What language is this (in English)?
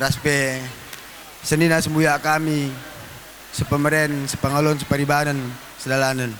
Batak Karo